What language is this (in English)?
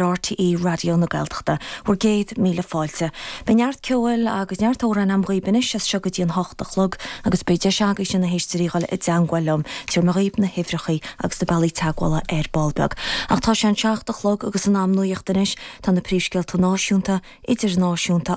Irish